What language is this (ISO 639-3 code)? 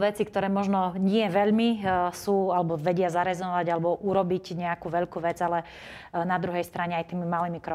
slk